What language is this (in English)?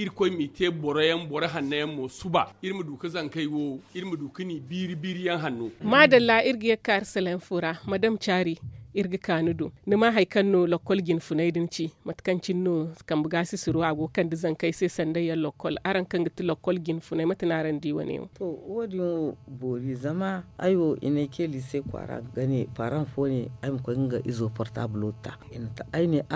Zarma